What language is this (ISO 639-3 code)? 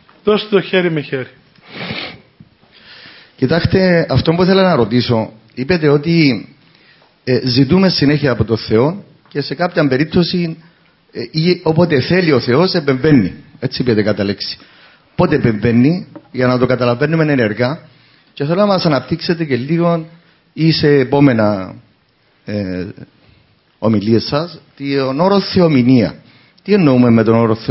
ell